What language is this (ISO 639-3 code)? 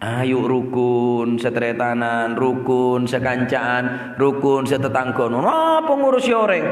mad